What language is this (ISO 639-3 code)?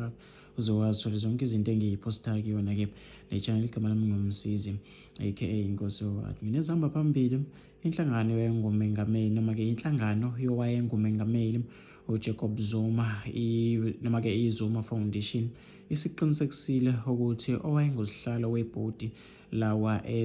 zul